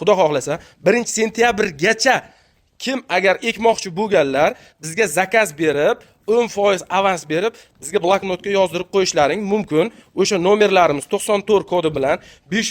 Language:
Uzbek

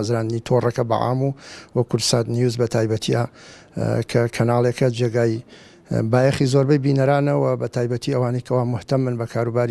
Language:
Central Kurdish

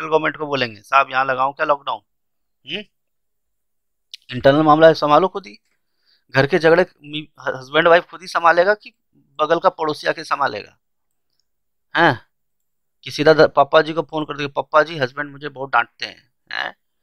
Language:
Hindi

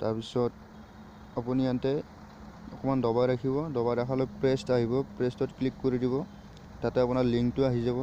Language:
Assamese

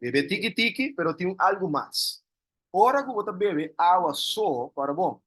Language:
Papiamento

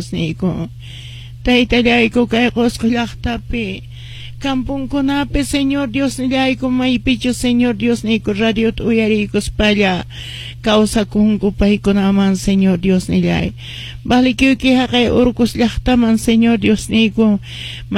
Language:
Quechua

